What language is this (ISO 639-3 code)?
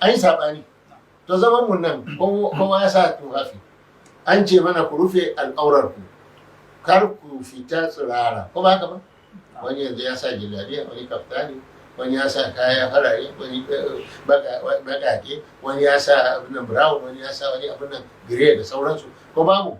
hau